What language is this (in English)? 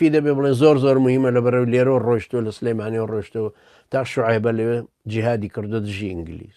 Central Kurdish